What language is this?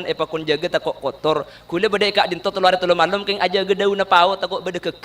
Madurese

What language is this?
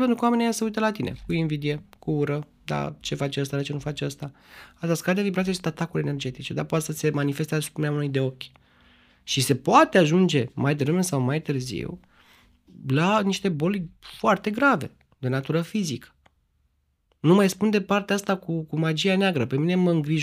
Romanian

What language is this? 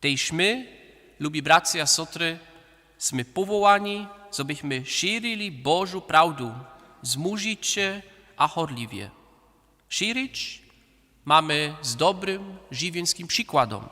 Upper Sorbian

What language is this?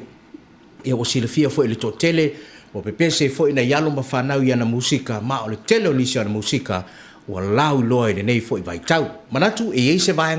Samoan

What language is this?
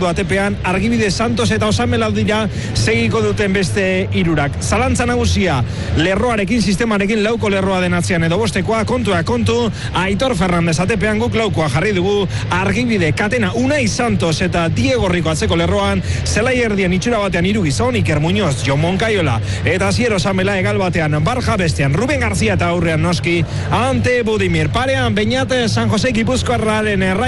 Basque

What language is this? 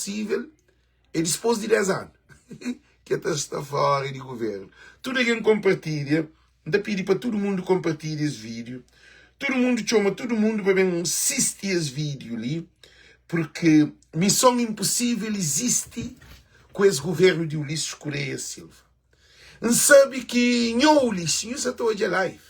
Kabuverdianu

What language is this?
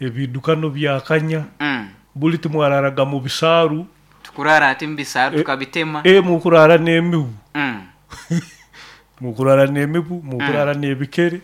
Nyoro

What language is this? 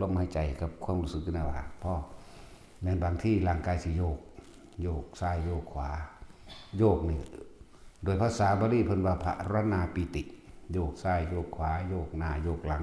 Northeastern Thai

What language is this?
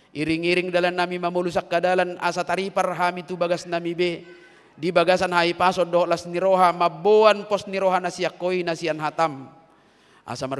Batak Toba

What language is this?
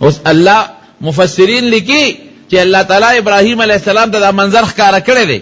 Pashto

